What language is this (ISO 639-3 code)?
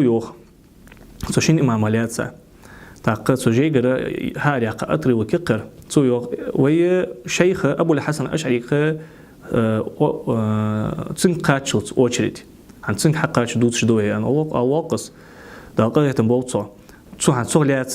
inh